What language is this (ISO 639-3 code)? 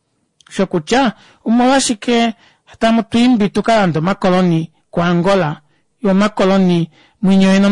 kua